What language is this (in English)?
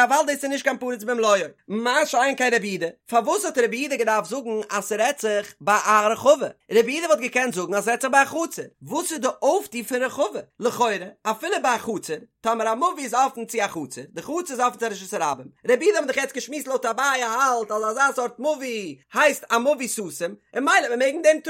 Yiddish